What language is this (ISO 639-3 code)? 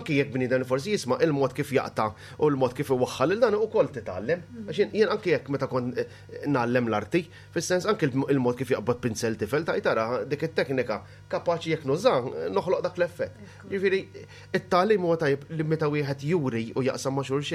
mlt